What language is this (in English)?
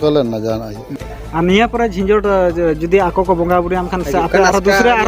Santali